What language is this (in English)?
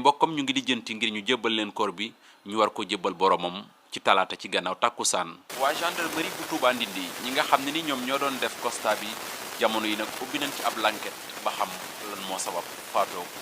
Wolof